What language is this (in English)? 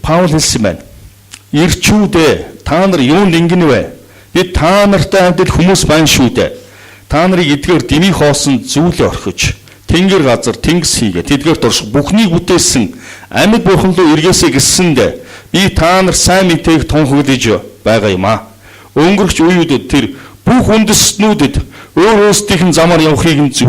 Mongolian